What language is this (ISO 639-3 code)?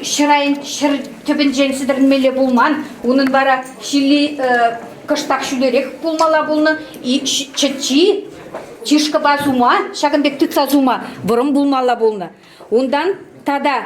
chv